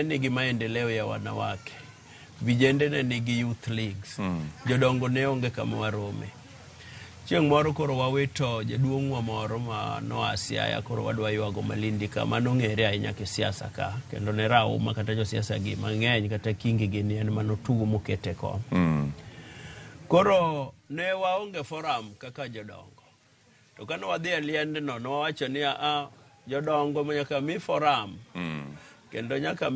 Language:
Luo (Kenya and Tanzania)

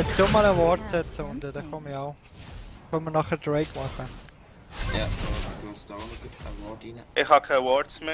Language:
Swiss German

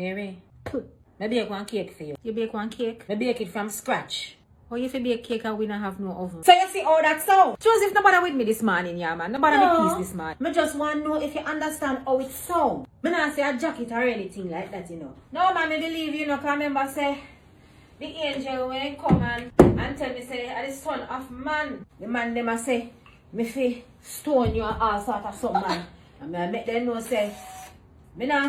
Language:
Jamaican Creole English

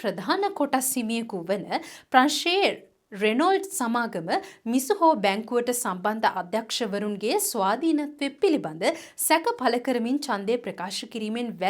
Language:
Sinhala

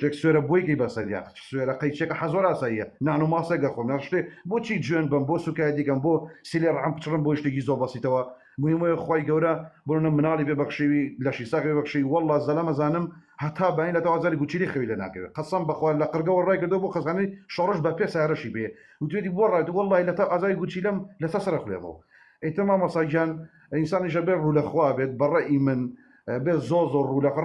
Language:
Central Kurdish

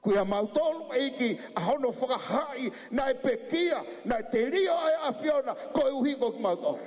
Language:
Tongan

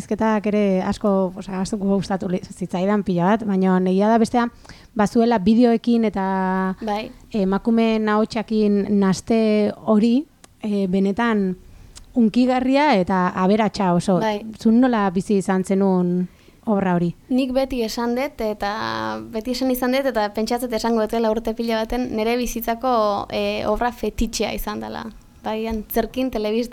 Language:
Basque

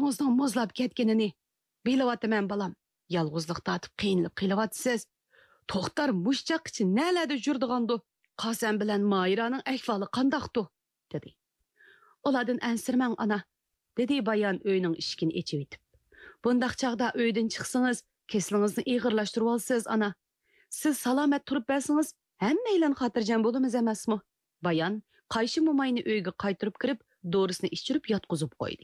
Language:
Uyghur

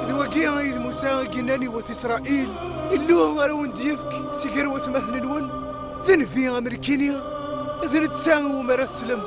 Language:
Kabyle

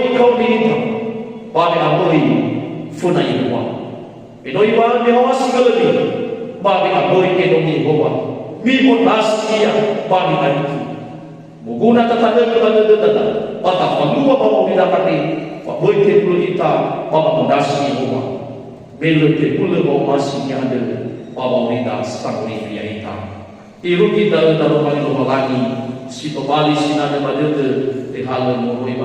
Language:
Nias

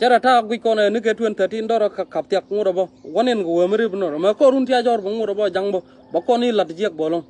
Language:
Nuer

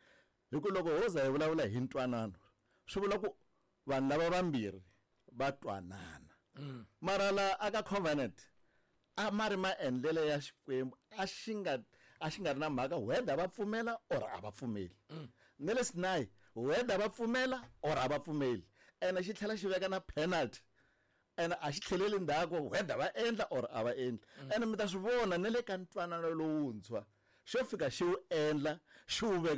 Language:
Tsonga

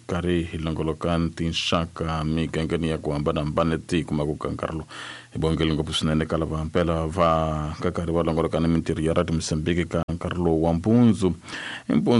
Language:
Tsonga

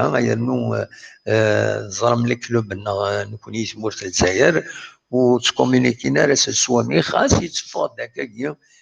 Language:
Kabyle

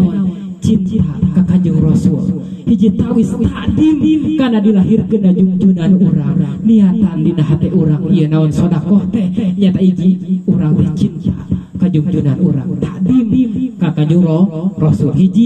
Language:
Sundanese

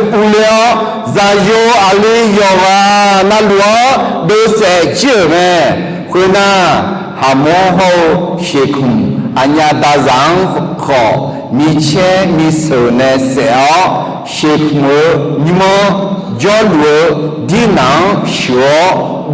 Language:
Akha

